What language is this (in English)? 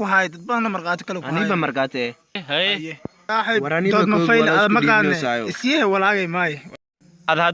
Somali